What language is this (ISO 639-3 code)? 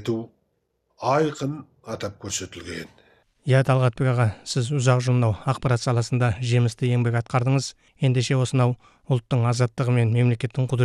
kaz